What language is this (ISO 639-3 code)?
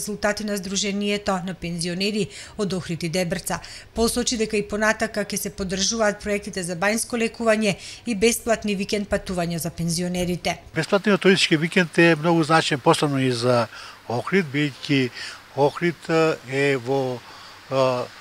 mkd